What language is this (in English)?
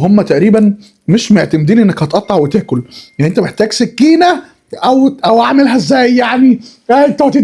Egyptian Arabic